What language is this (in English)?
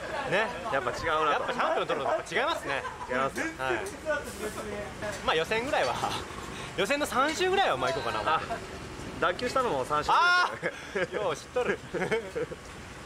Japanese